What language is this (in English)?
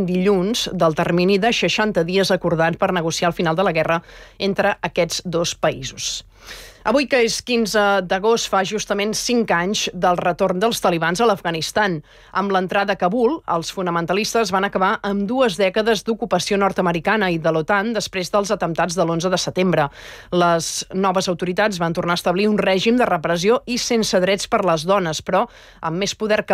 Catalan